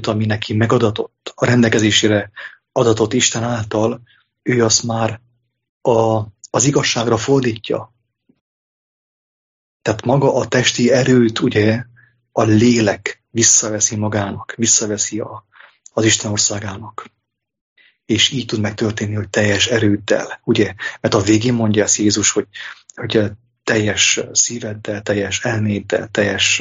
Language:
Hungarian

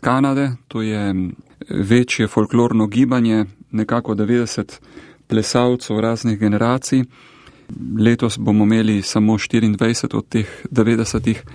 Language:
Slovenian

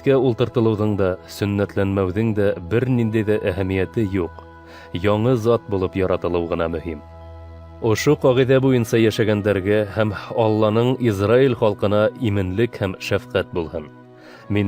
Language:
Bashkir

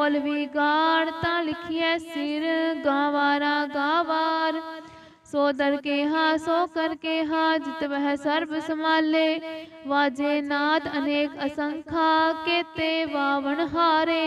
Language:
Punjabi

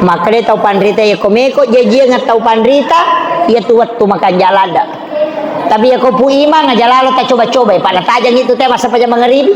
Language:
Buginese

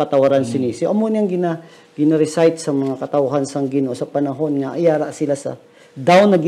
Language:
Hiligaynon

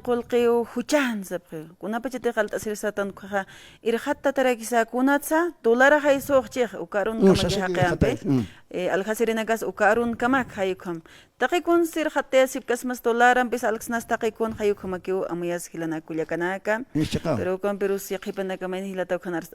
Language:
Aymara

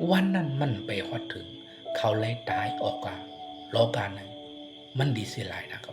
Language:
Shan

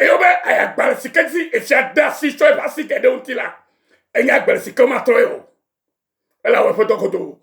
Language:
Ewe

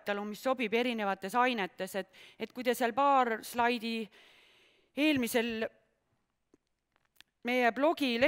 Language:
Estonian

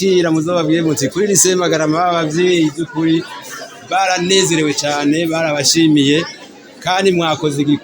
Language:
Rundi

